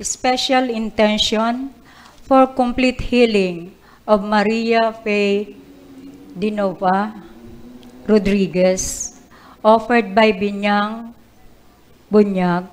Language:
Bikol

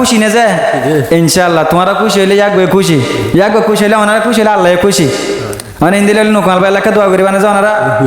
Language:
Rohingya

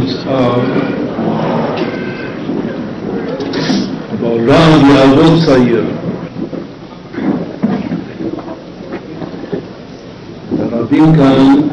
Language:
Hebrew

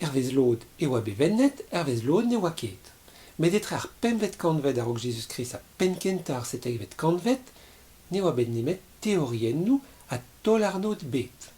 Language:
Breton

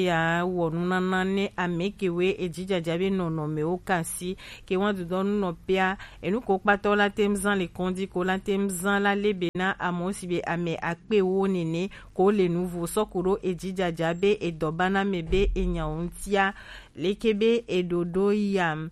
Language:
Gen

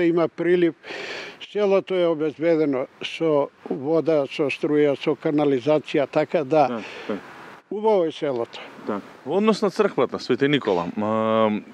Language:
Macedonian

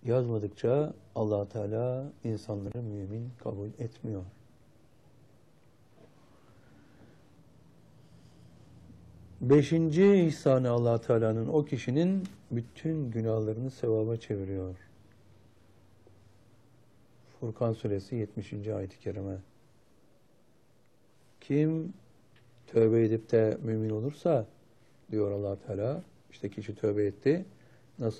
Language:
Turkish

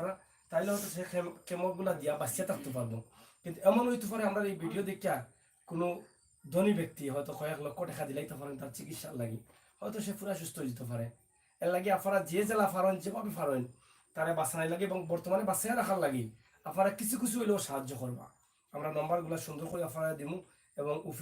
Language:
Sylheti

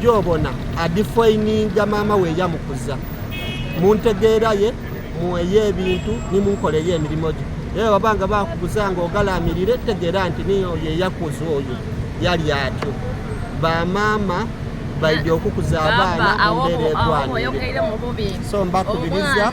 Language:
Soga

